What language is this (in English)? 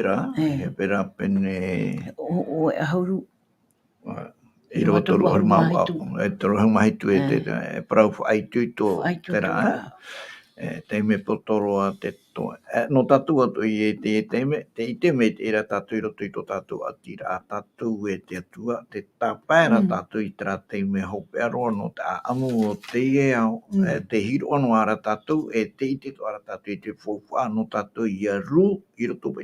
Tahitian